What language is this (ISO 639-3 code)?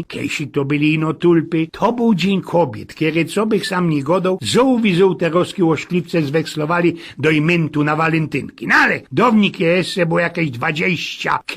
szl